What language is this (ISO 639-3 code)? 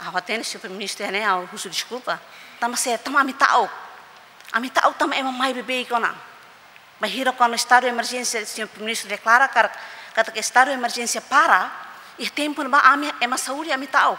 tet